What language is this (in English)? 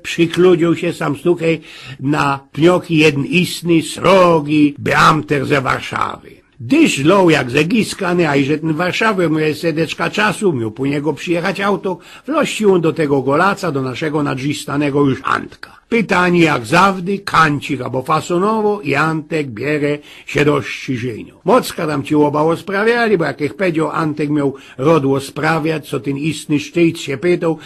Silesian